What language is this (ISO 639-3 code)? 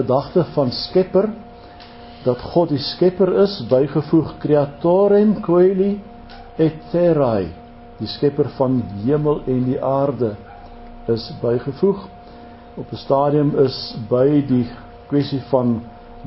afr